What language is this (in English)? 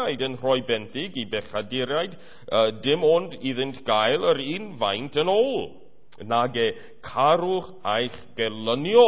Welsh